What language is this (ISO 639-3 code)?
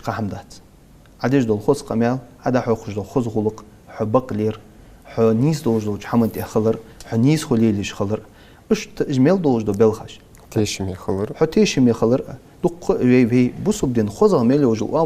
inh